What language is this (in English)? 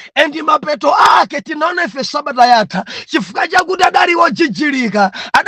Nyanja